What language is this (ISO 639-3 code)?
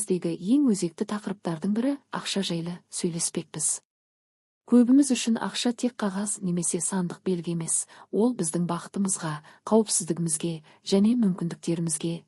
kaz